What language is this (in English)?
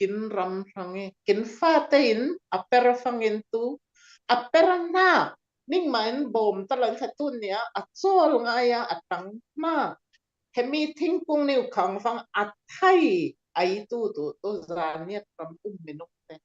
Falam Chin